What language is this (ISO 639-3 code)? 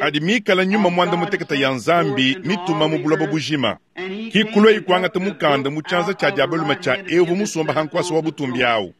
lua